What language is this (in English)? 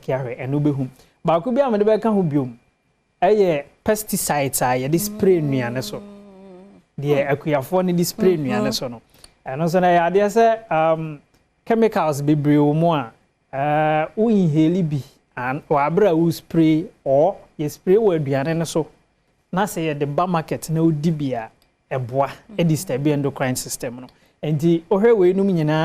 Akan